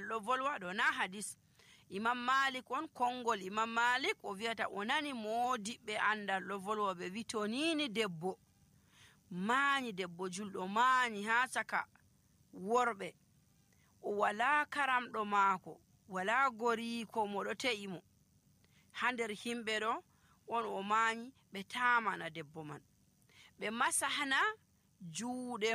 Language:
Nigerian Fulfulde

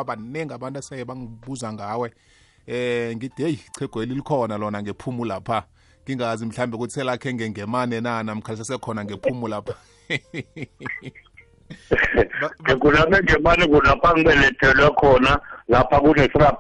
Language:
South Ndebele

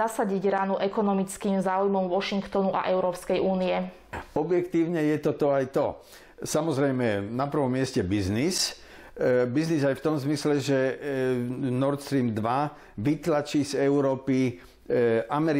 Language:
Slovak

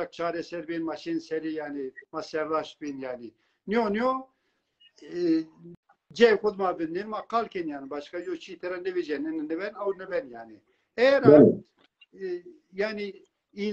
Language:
Zaza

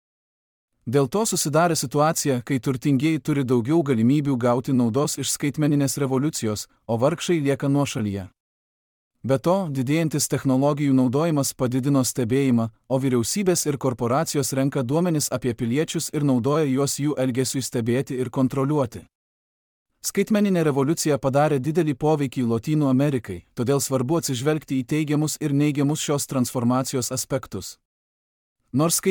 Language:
Lithuanian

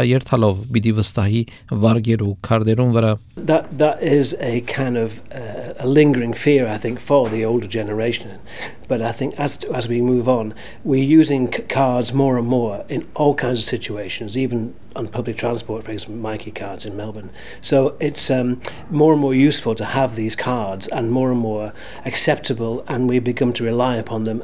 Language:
Armenian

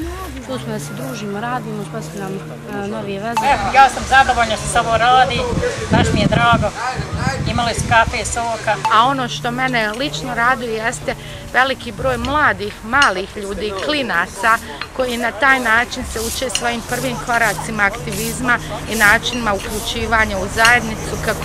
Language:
Bosnian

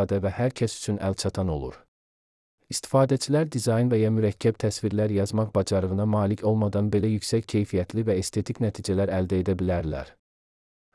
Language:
Azerbaijani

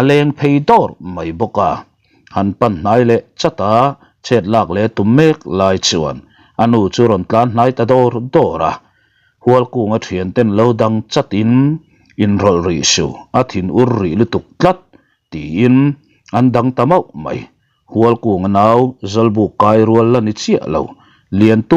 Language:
Mizo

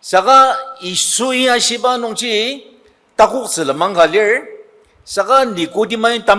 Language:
Ao Naga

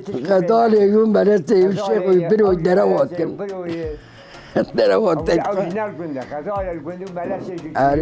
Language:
Kurdish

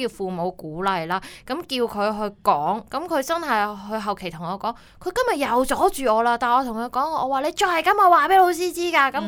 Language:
Cantonese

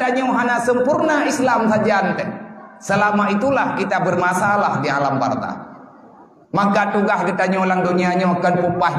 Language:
Achinese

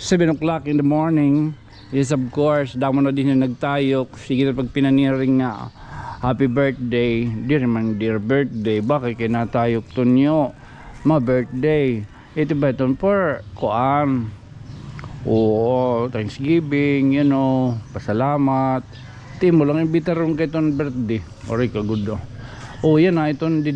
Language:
Waray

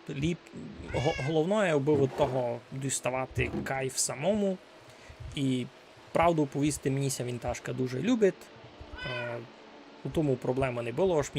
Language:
Rusyn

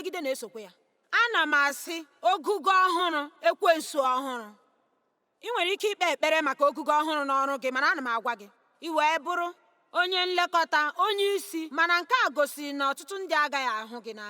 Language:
Igbo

